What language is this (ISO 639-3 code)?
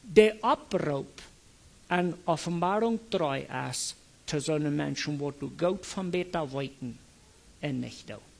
pdt